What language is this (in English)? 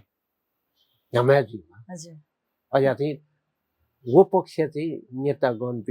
Newari